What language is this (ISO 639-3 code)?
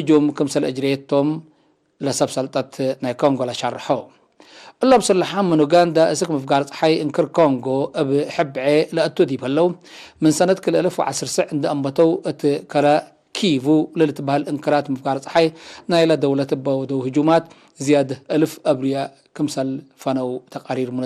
tig